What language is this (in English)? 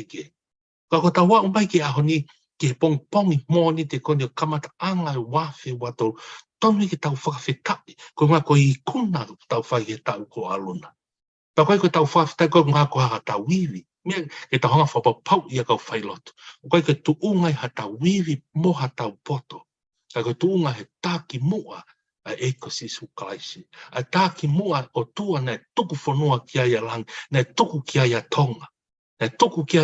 Tongan